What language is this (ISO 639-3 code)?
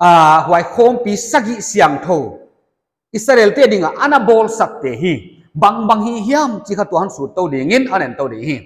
pck